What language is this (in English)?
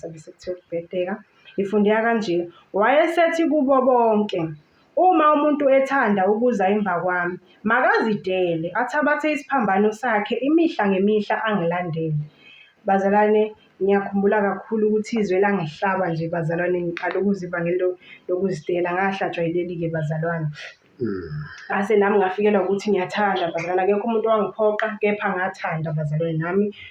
Zulu